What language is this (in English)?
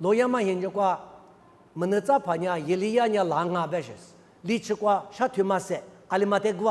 Lisu